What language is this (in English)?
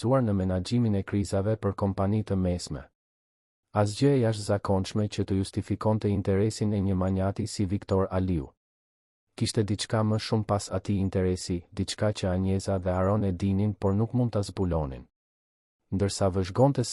Albanian